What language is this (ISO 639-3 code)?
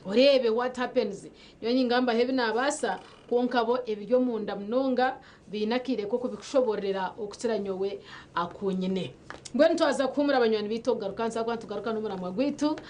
nyn